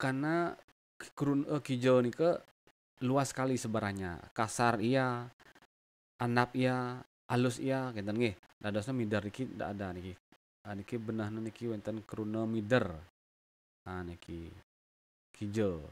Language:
Balinese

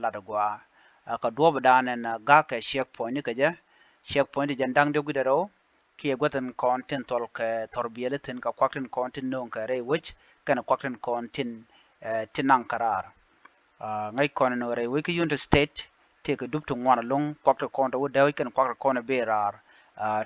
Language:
Nuer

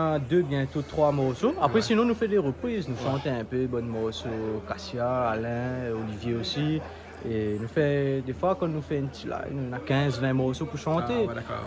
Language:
Réunion Creole French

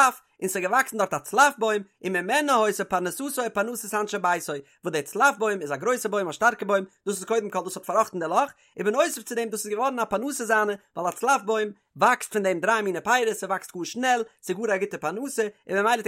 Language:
Yiddish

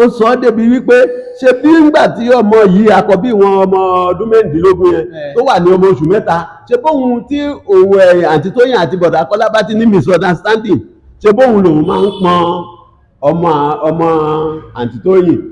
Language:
Yoruba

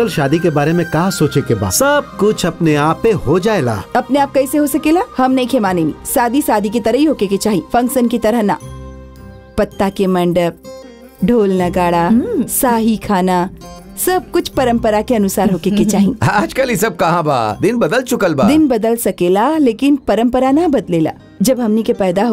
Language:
Bhojpuri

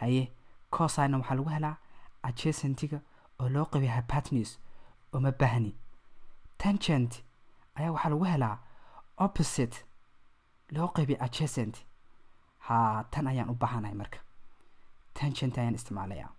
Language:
Somali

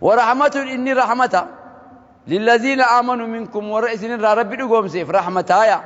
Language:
Oromo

